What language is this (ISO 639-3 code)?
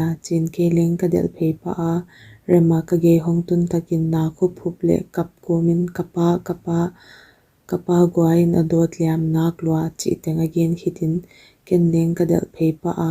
pck